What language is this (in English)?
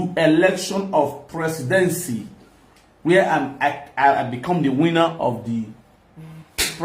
Nigerian Pidgin